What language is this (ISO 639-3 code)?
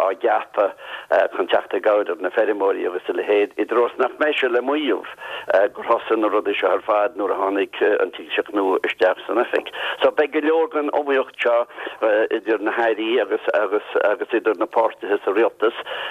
gle